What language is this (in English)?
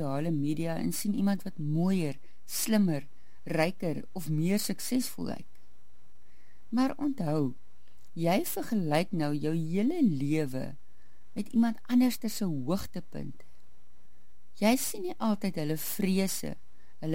Afrikaans